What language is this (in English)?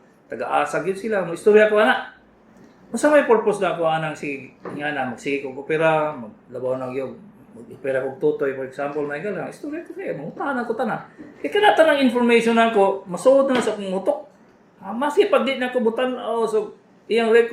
Cebuano